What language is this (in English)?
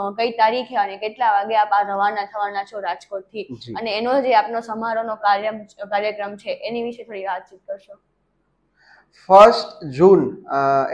Gujarati